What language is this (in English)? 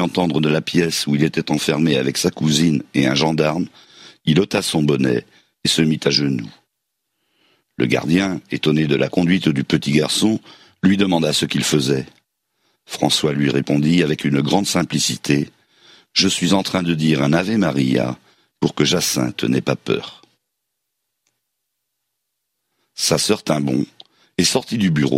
French